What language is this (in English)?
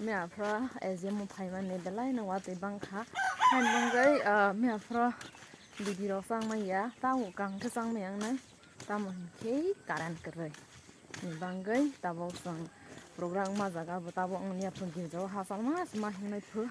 Kok Borok